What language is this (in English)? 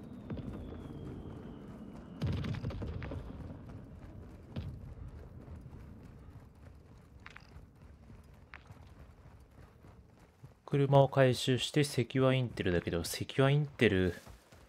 Japanese